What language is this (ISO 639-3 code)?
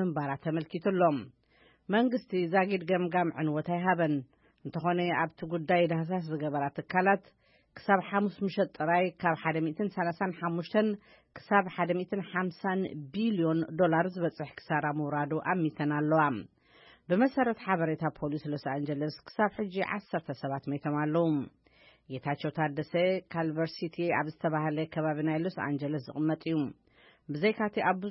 tir